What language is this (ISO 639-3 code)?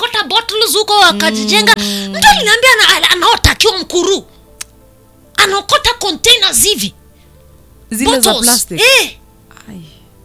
swa